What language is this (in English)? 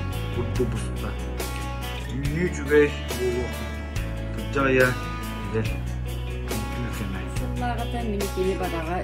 Yakut